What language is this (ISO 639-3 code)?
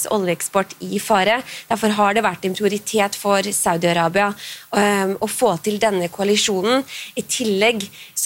nor